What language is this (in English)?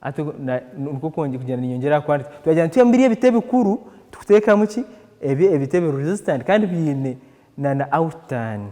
Nyankole